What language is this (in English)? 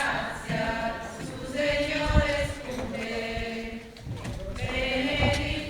Sardinian